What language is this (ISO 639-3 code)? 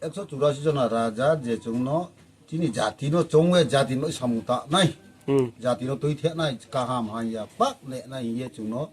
ria